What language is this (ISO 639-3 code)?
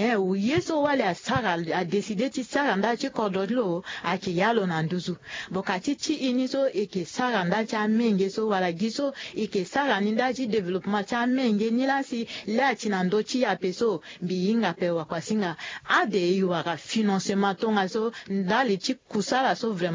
sag